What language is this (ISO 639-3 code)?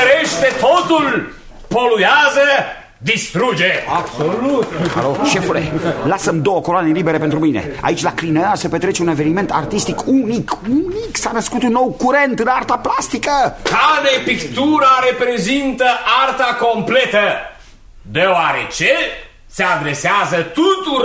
ron